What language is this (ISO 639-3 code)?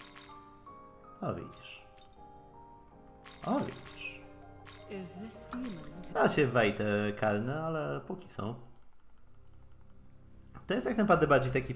pol